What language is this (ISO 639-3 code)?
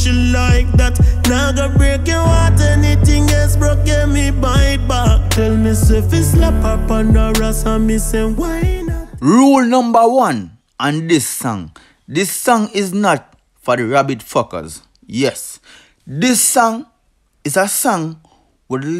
jam